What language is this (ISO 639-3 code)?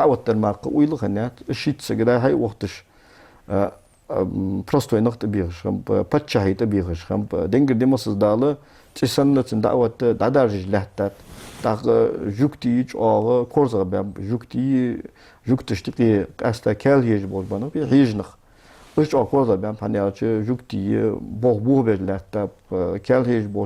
inh